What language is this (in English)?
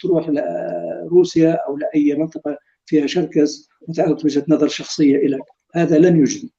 North Levantine Arabic